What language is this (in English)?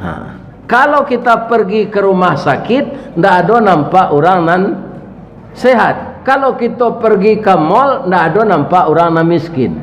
Minangkabau